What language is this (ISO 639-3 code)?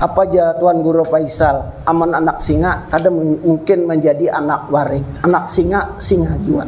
bjn